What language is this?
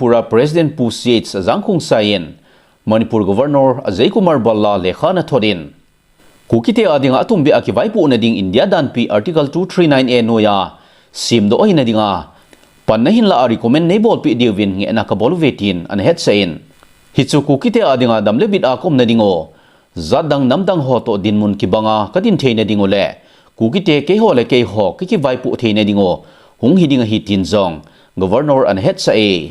Thado Chin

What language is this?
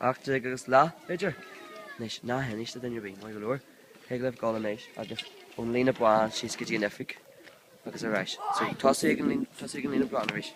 Irish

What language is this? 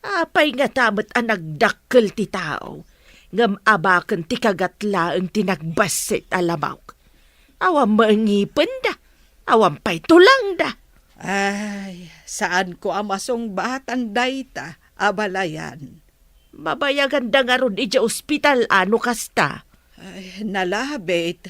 Iloko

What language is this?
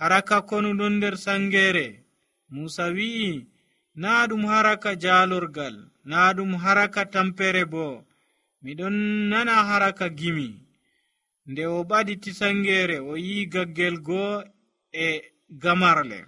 Nigerian Fulfulde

